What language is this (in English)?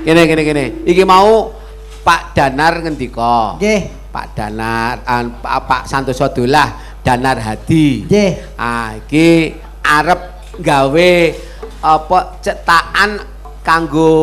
Javanese